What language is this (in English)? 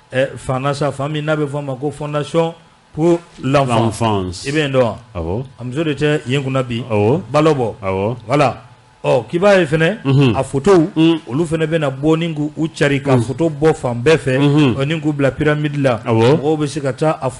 Bambara